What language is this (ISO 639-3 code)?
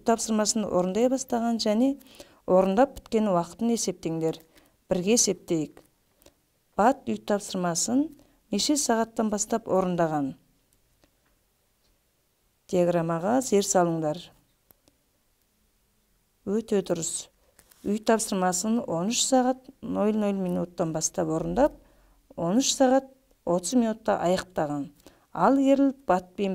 kaz